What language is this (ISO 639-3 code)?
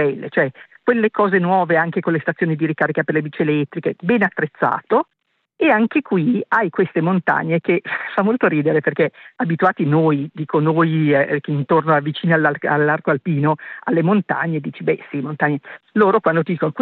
ita